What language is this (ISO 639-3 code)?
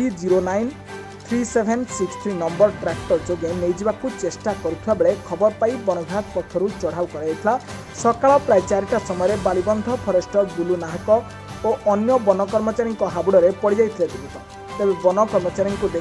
ori